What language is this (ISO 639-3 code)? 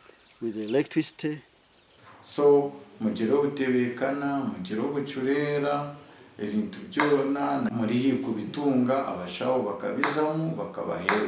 nyn